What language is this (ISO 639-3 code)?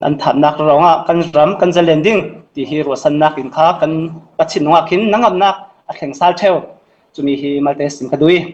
cfm